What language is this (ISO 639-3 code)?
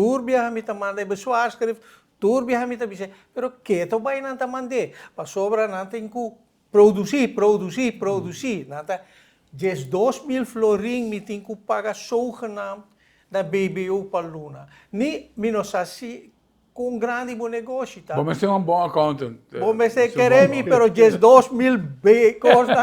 pap